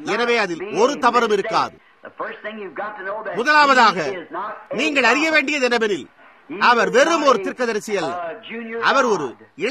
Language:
Tamil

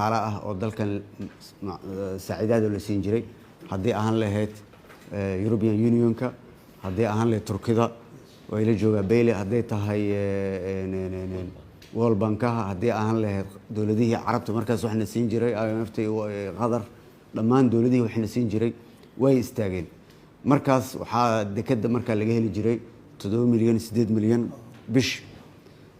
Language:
Somali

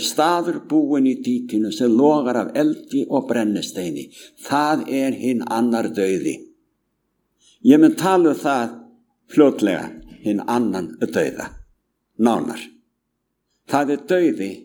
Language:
Icelandic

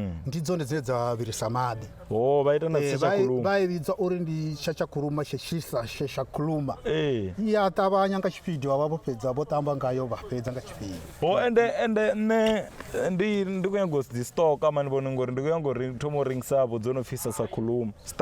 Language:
Venda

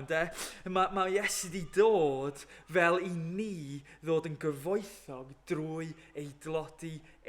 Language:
Welsh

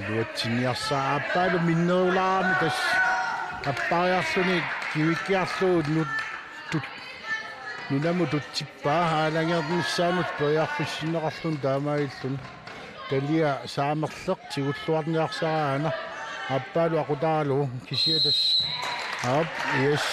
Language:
Kalaallisut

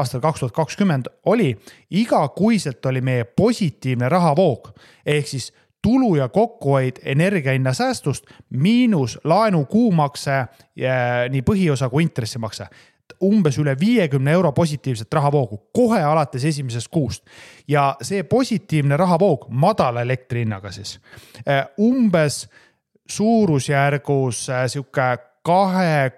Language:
Estonian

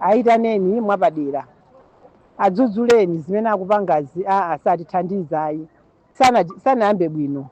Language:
Nyanja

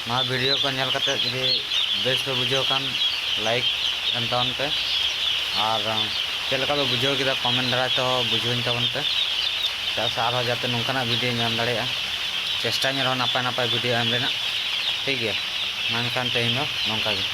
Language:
Santali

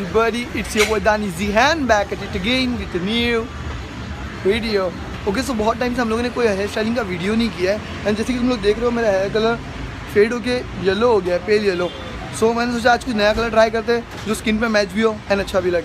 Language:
Hindi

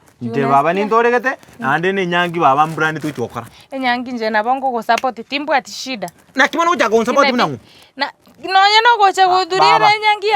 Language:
Gusii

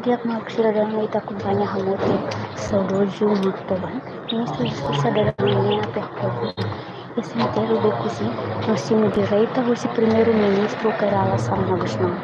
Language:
Tetum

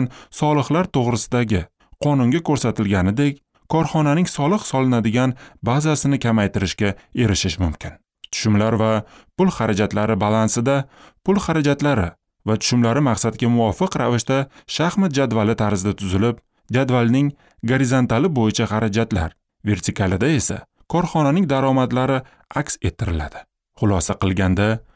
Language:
Uzbek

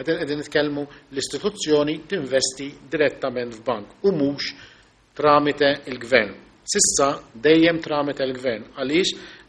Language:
Maltese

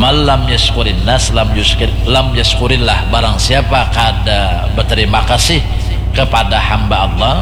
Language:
Banjar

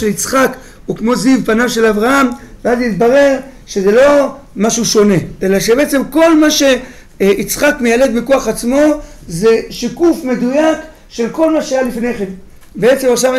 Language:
Hebrew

